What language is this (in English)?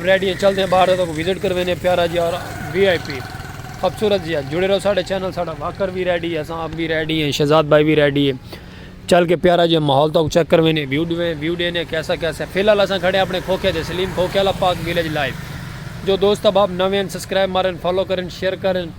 Saraiki